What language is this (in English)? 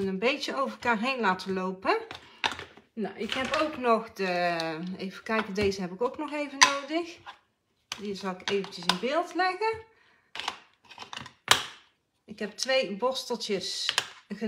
Dutch